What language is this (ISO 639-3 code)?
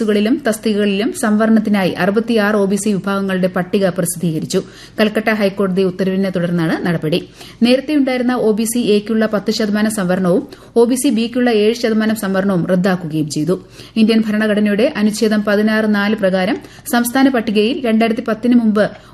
mal